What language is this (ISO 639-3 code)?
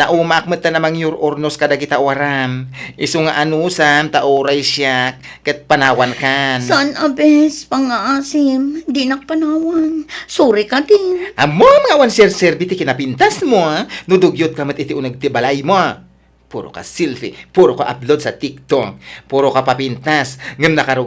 ilo